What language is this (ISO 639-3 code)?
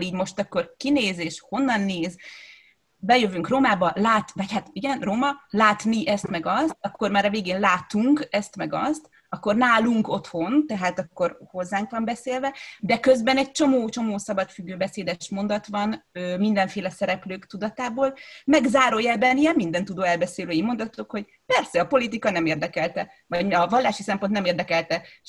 hun